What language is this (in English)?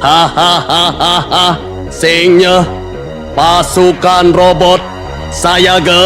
Balinese